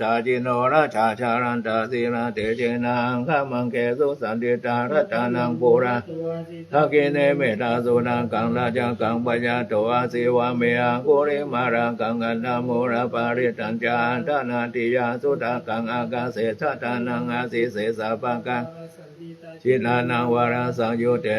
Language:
Pali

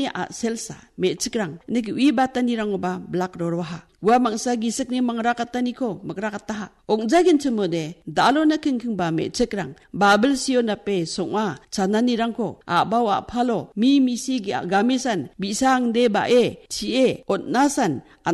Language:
Garo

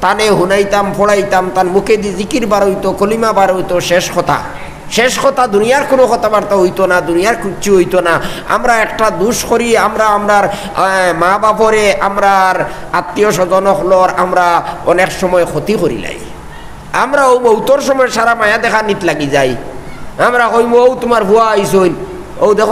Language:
Sylheti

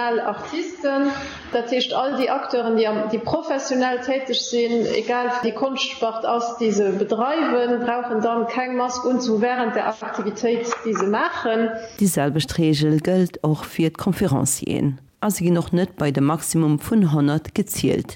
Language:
Luxembourgish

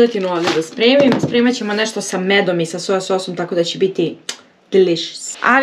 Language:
Serbian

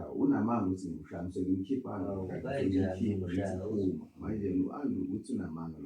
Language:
Zulu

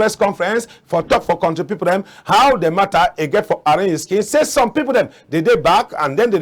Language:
Cameroon Pidgin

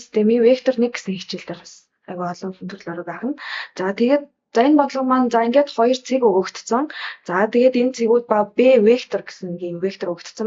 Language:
Mongolian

